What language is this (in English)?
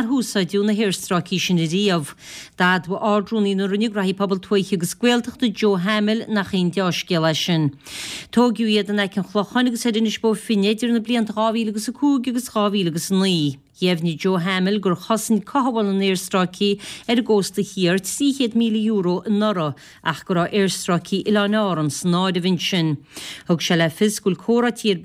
Irish